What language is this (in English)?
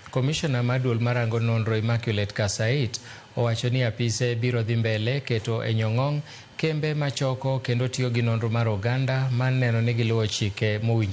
Luo (Kenya and Tanzania)